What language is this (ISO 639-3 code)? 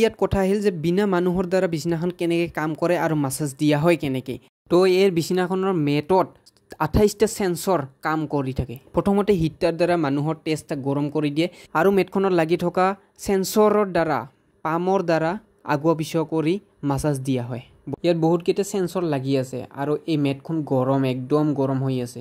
asm